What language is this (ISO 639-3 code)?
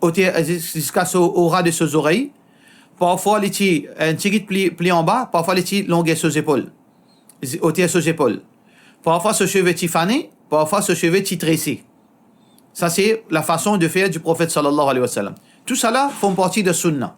mfe